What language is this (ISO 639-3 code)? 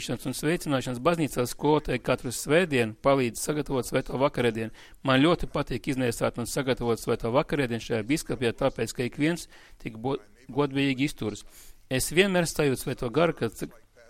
lav